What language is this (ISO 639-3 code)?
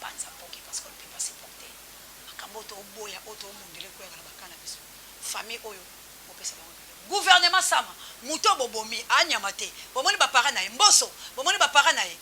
lin